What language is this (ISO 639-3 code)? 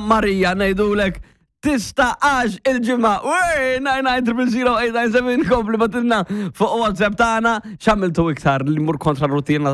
mlt